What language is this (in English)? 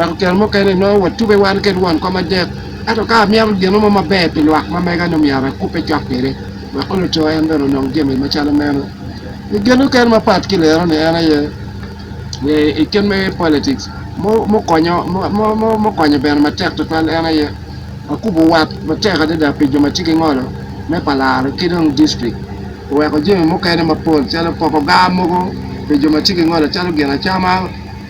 Acoli